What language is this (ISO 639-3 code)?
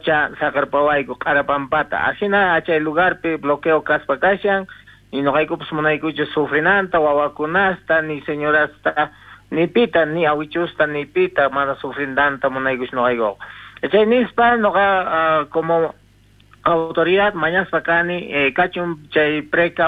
quh